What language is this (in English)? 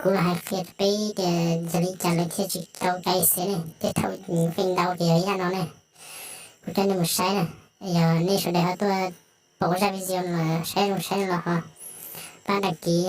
Hmong